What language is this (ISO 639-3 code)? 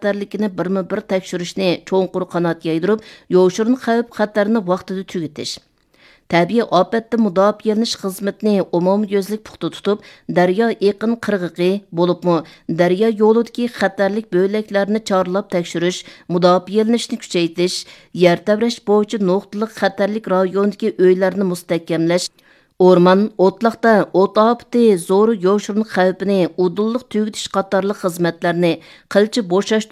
uig